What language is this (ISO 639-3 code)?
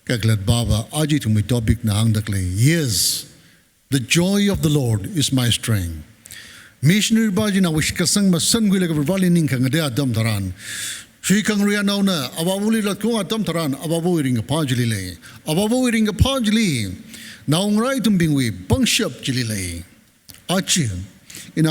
nmf